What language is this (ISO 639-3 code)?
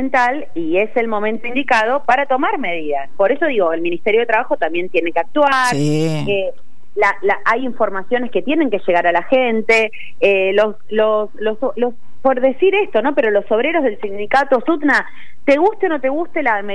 spa